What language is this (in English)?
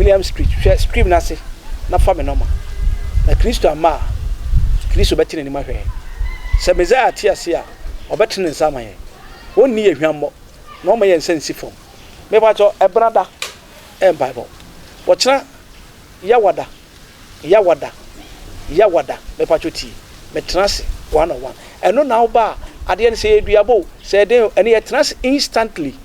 Akan